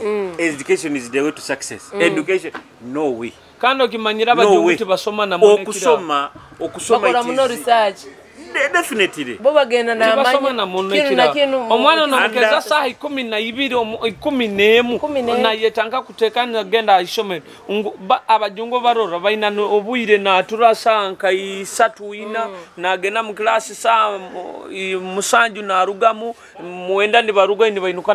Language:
Nyoro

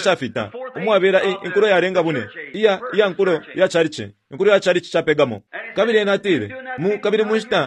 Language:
Bemba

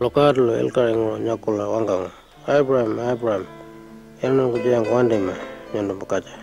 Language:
Pitjantjatjara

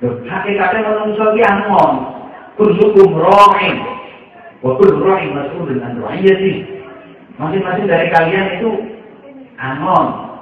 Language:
Javanese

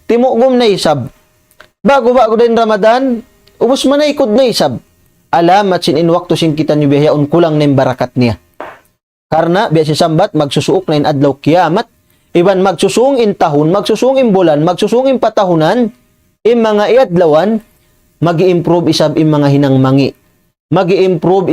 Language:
Tausug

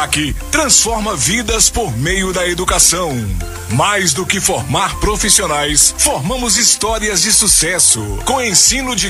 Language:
Portuguese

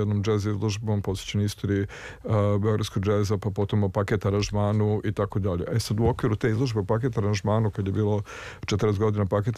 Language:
Serbian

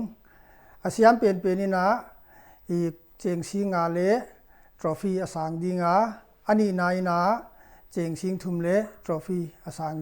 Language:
Paite Chin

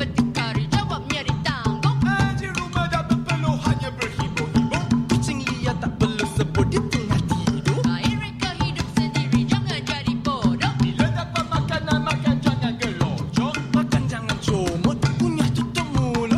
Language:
Malay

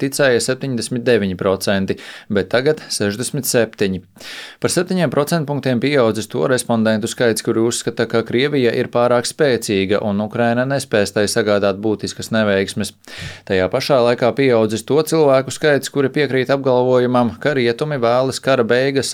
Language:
Latvian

